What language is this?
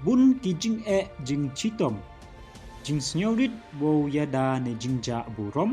Pnar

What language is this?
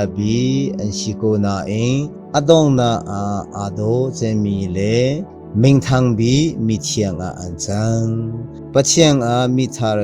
Hakha Chin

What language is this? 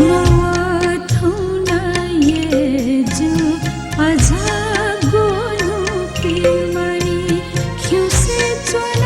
Newari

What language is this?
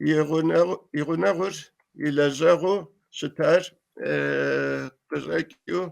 Kabardian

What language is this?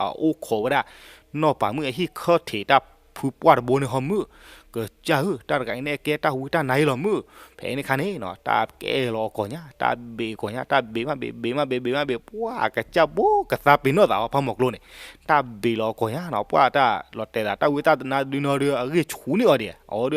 S'gaw Karen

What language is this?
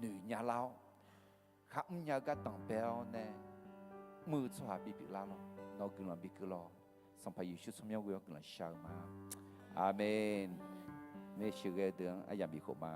Akha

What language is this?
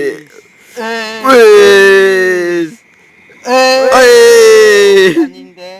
Sundanese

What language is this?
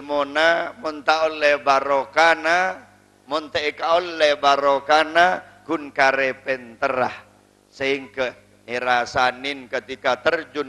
Madurese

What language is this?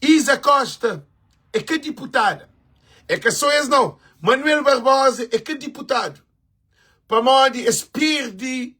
Kabuverdianu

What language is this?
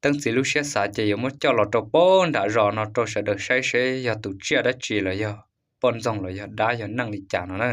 Hmong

